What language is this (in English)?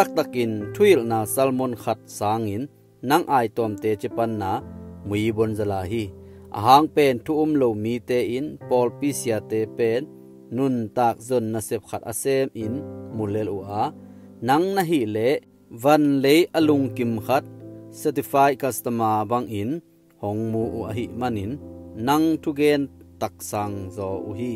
Tedim Chin